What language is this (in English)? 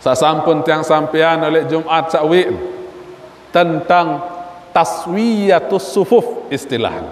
Sasak